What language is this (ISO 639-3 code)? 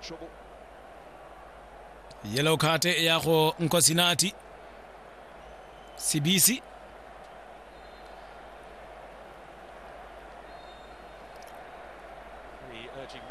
tsn